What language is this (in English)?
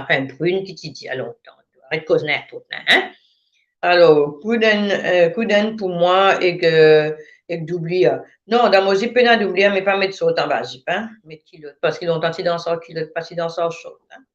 Morisyen